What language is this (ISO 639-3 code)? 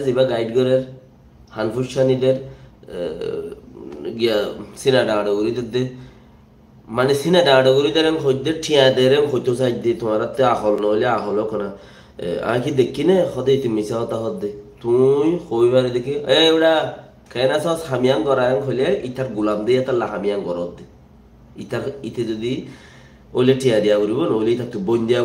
rhg